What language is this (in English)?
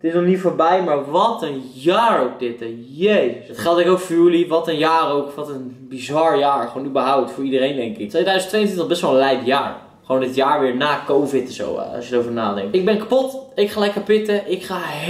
Dutch